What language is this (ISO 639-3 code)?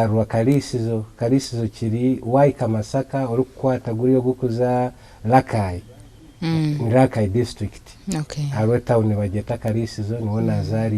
nyn